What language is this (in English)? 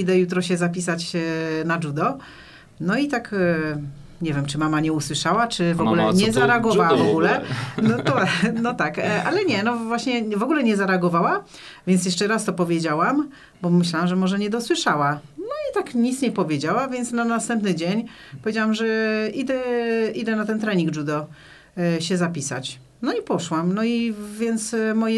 Polish